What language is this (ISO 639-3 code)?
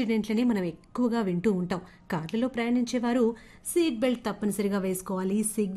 tel